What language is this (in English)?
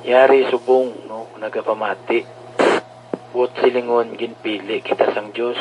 Hiligaynon